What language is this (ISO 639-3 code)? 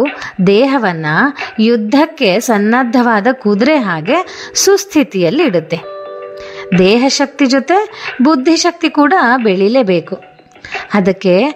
kan